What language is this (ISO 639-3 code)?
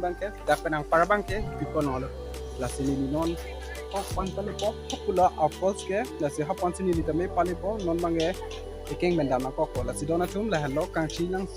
mjw